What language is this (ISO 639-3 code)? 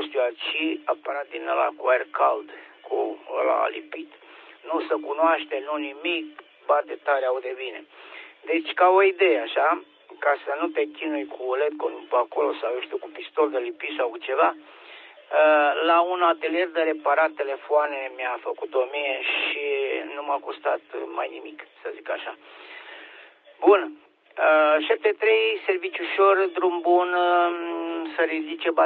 ron